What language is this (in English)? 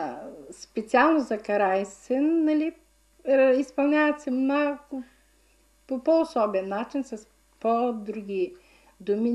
Bulgarian